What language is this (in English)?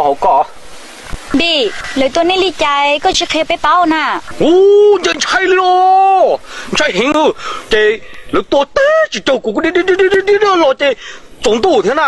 Hmong